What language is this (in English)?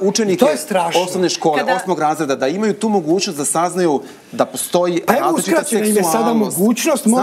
Serbian